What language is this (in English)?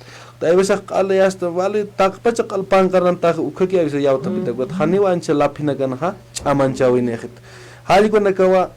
Aymara